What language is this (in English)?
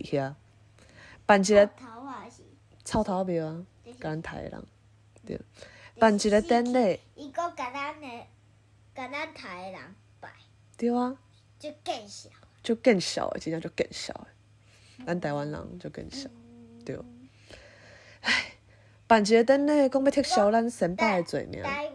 Min Nan Chinese